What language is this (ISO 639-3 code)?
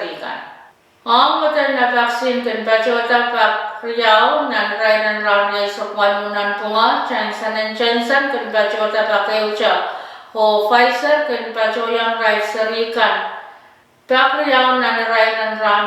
pon